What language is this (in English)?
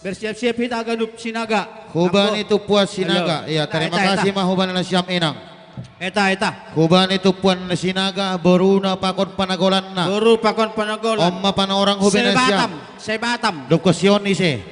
Batak Simalungun